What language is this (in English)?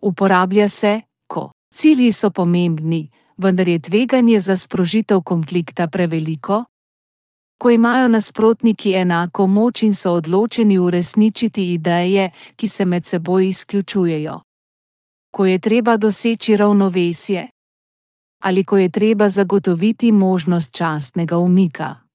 Slovenian